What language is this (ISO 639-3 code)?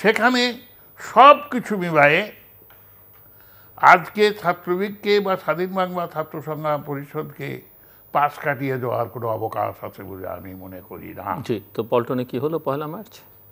ben